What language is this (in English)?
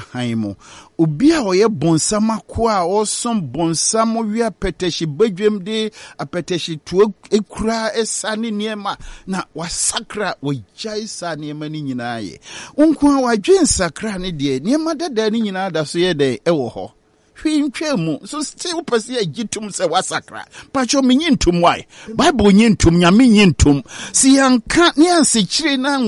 Akan